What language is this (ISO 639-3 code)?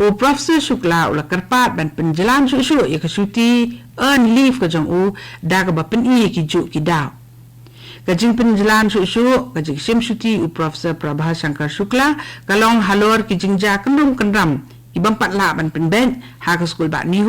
kha